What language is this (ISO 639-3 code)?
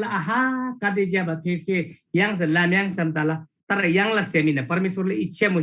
taj